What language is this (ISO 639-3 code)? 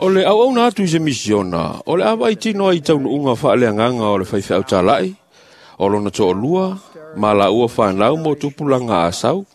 smo